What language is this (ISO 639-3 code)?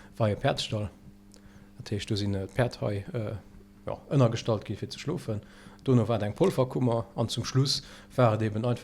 ltz